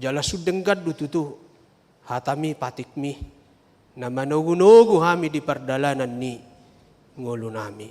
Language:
Batak Toba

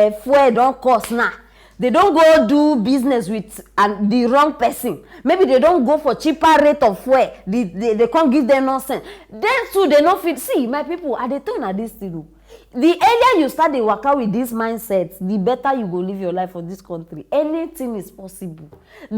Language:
Nigerian Pidgin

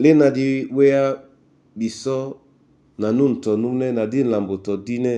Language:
Duala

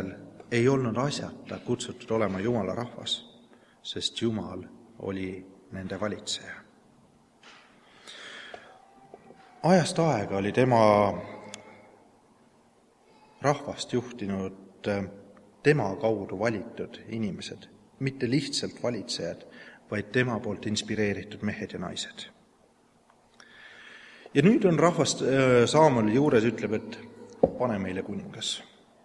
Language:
Estonian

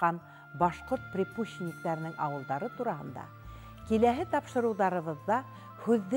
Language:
Bashkir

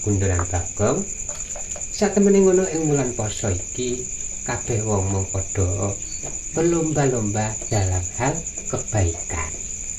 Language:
Javanese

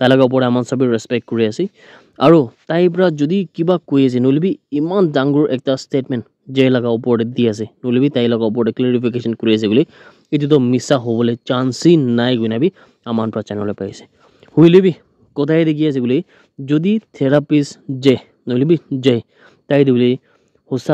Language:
Naga Pidgin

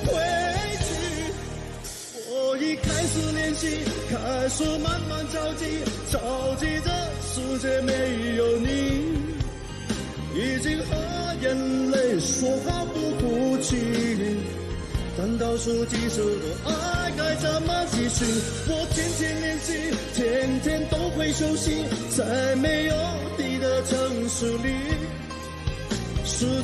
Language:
Chinese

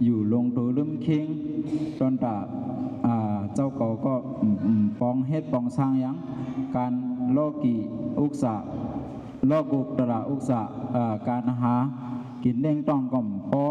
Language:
Shan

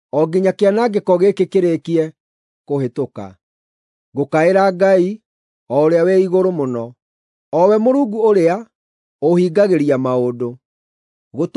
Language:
Kikuyu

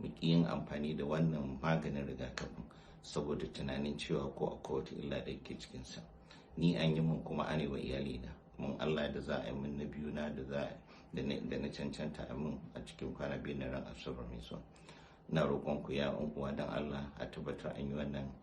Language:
Hausa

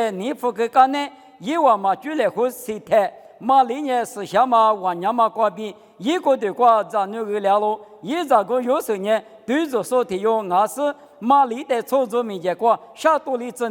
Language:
Lisu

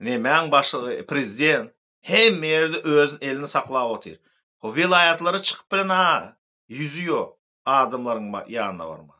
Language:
Turkmen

